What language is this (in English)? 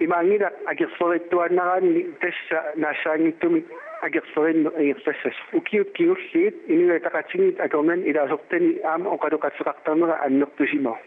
Kalaallisut